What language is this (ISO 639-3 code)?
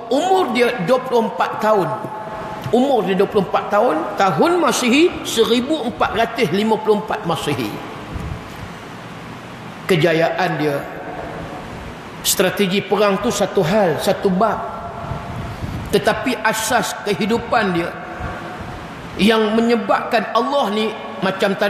msa